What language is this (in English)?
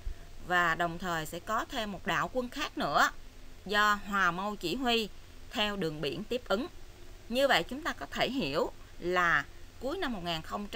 Vietnamese